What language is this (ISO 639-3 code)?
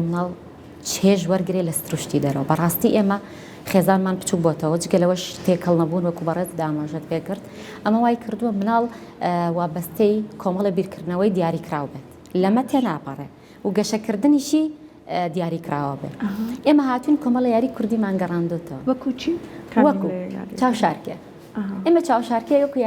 ckb